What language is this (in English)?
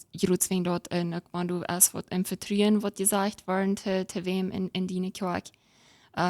Plautdietsch